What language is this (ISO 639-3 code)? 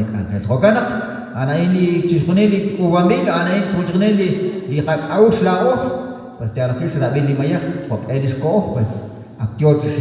kek